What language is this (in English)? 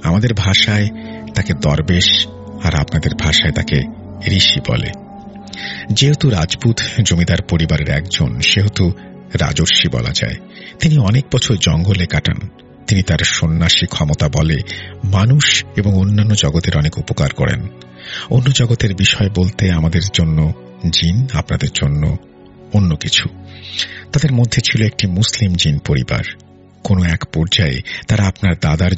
Bangla